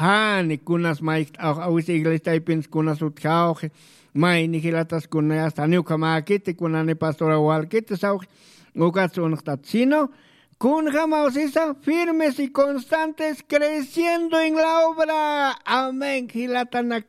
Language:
Aymara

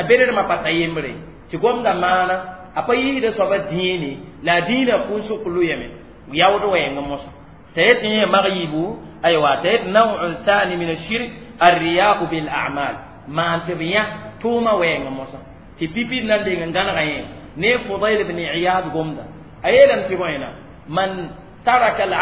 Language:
Mossi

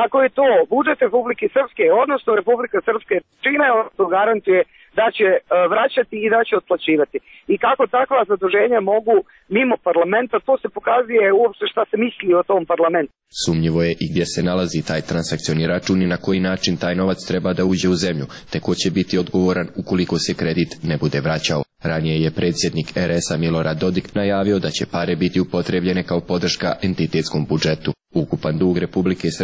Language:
Serbian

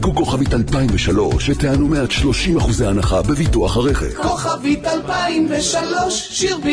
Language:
Hebrew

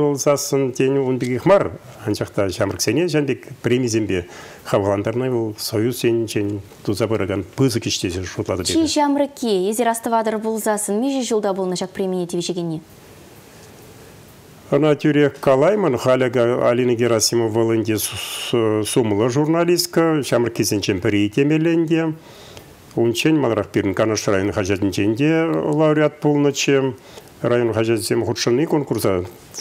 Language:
Chuvash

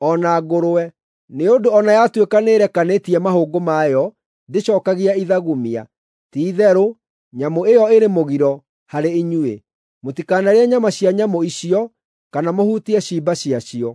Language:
Kikuyu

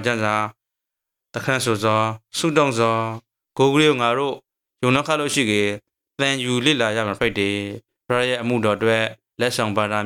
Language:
Burmese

